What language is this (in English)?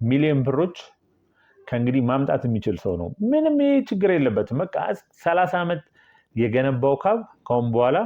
Amharic